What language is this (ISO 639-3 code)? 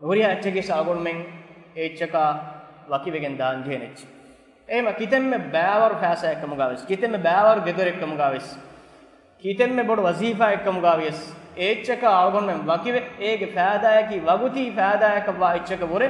div